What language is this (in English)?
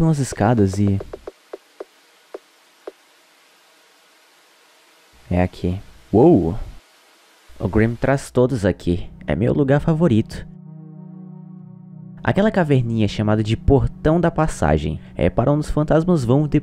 Portuguese